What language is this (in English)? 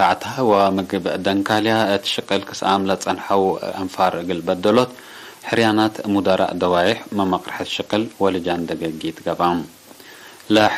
Tigre